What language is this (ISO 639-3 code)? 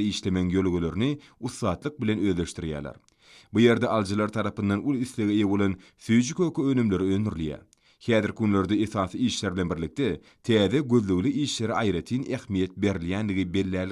tuk